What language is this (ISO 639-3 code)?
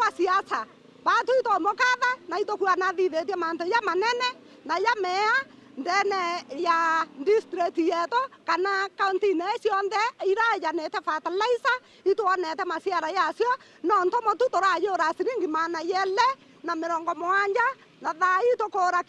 mer